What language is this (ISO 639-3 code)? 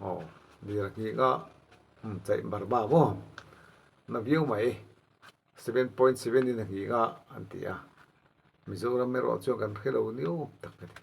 lus